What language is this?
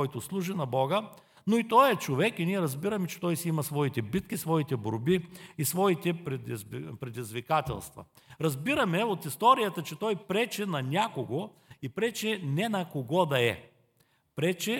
Bulgarian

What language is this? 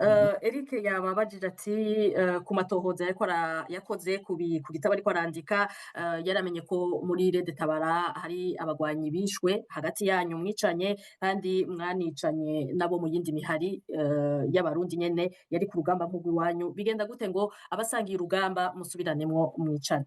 Rundi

